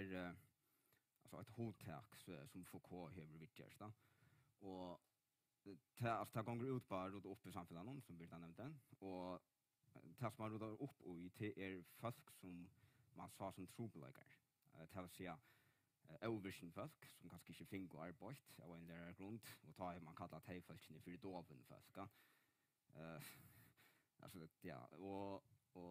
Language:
Faroese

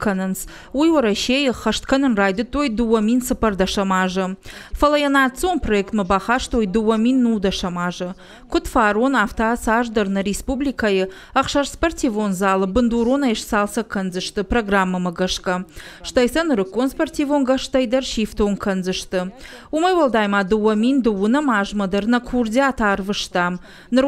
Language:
Ossetic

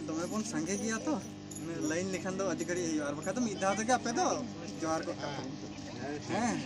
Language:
Santali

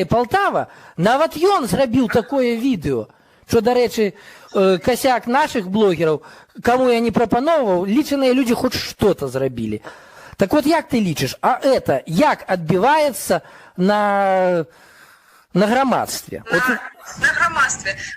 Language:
Belarusian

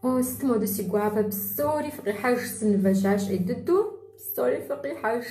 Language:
Kabardian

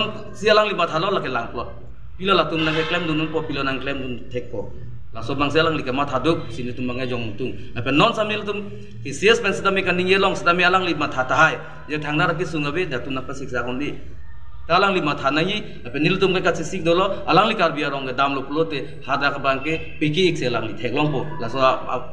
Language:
Karbi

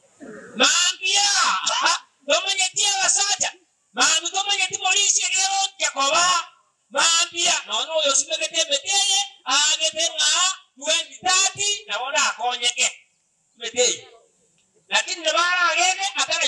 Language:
Gusii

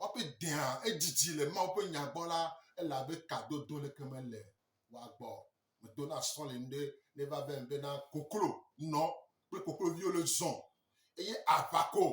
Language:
Gen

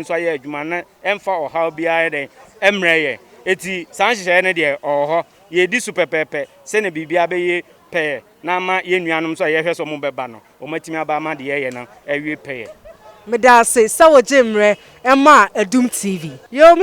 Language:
Akan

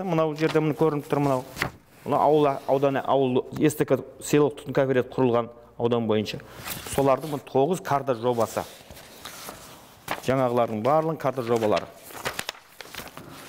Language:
Kazakh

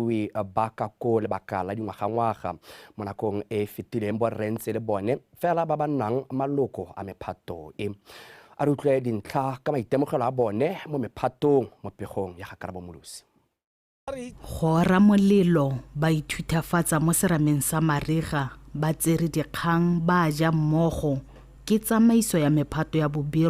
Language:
Tswana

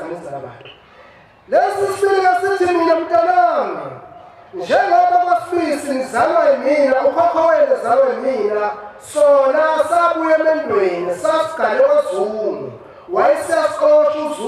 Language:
Zulu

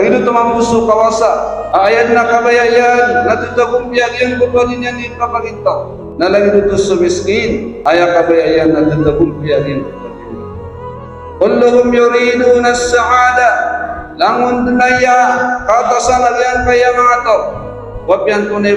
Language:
Maranao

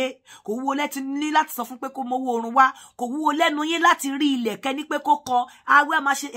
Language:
Yoruba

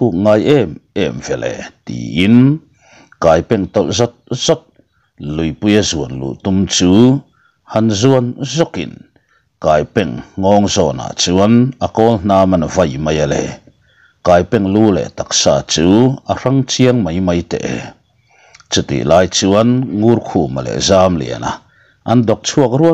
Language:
Mizo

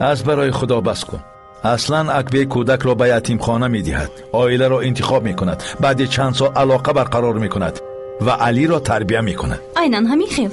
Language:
Persian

